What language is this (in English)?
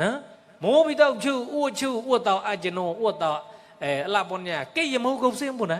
Mon